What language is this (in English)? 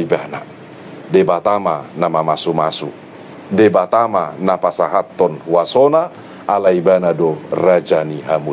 Batak Toba